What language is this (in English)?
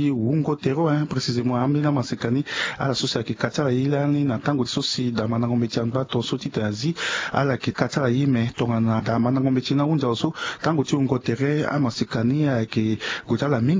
Sango